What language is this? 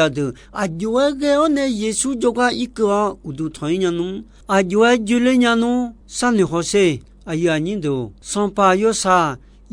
Akha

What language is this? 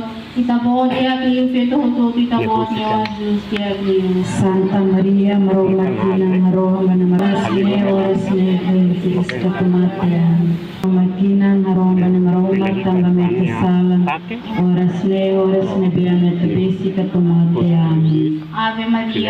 Tetum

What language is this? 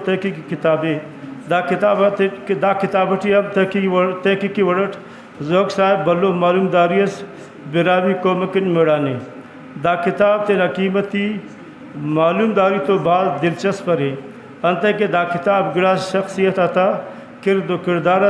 Brahui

